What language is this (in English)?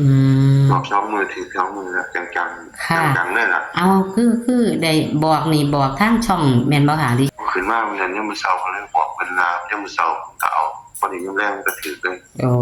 Northeastern Thai